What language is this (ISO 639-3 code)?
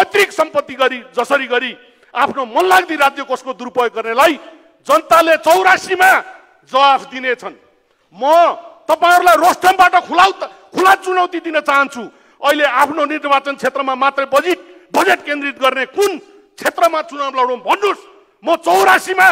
nep